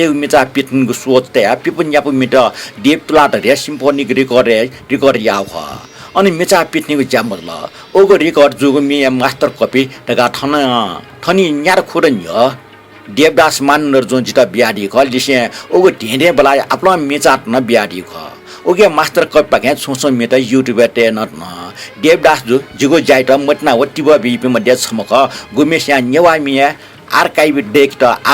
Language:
Newari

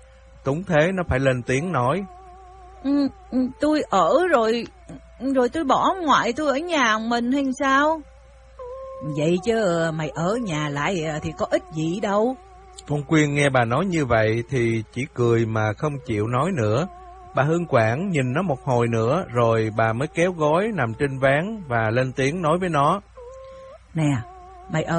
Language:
Vietnamese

